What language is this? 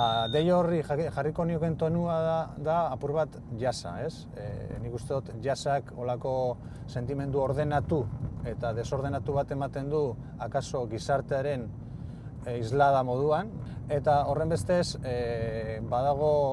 Basque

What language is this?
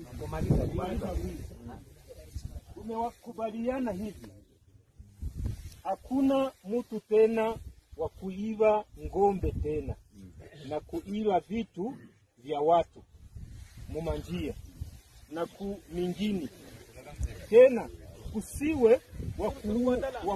Kinyarwanda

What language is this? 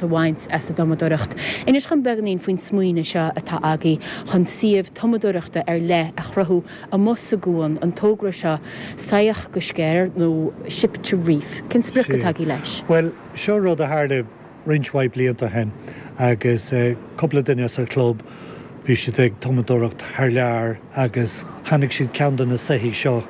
Irish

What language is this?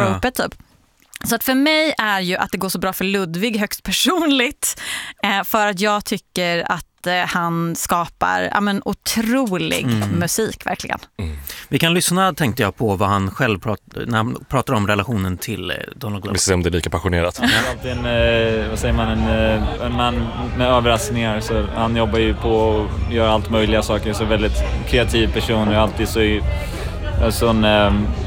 Swedish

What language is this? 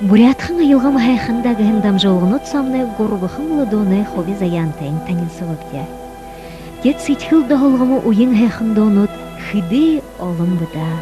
Buriat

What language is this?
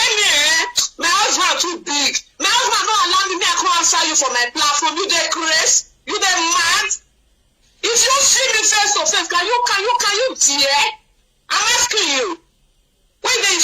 Nigerian Pidgin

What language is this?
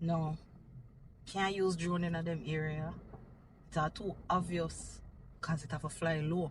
Jamaican Creole English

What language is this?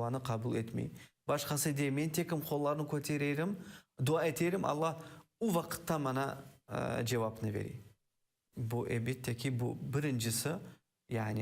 Crimean Tatar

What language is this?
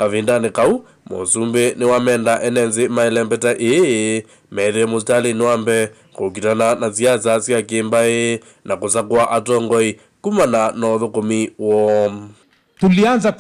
Kamba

